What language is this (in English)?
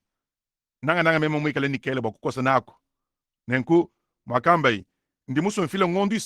Luba-Lulua